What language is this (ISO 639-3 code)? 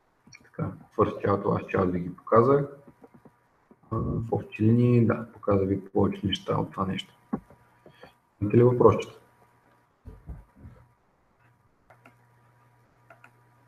bul